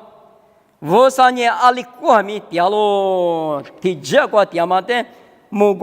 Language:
Lisu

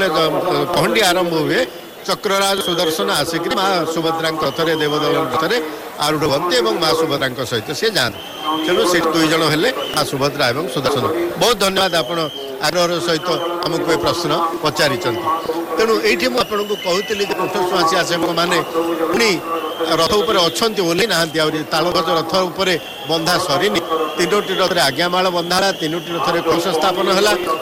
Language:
Odia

